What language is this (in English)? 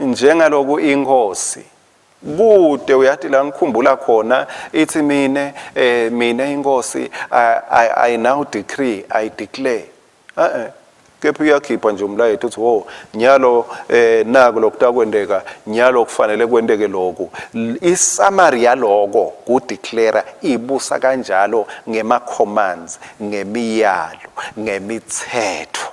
Swati